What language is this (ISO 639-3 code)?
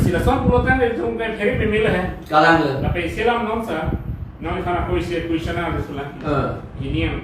mjw